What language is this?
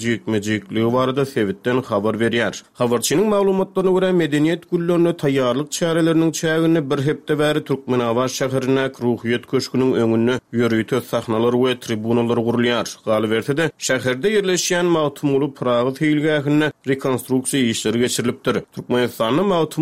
Turkmen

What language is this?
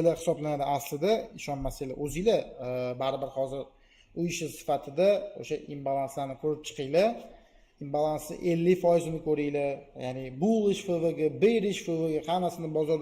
Uzbek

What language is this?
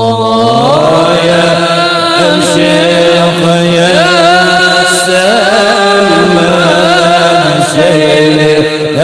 Banjar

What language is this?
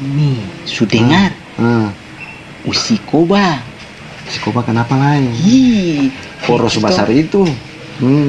Ambonese Malay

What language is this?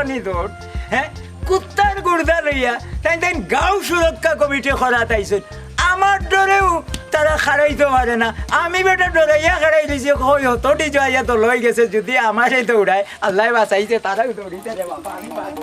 Sylheti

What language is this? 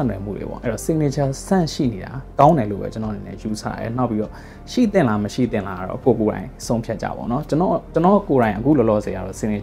Burmese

